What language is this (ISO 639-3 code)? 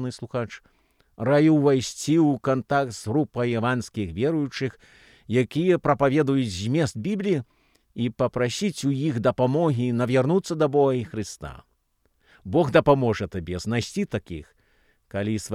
bel